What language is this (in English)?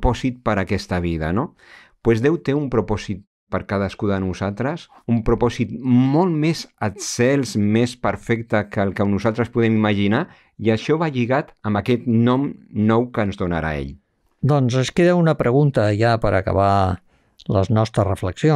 Catalan